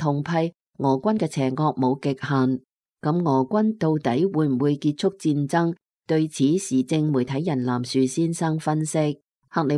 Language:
Cantonese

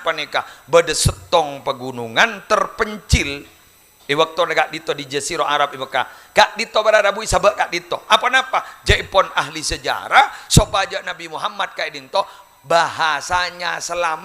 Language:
Madurese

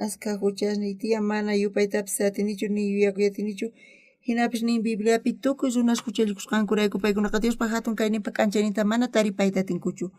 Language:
South Bolivian Quechua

